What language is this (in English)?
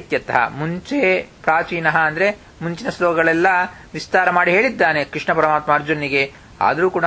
Kannada